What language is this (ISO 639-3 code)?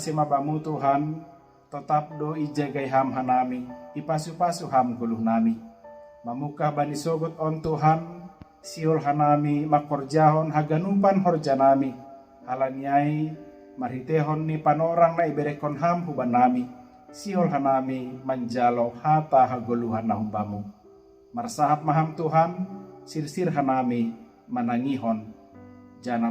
bts